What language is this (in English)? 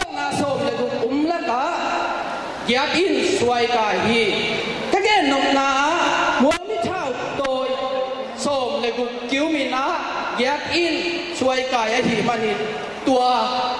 Tedim Chin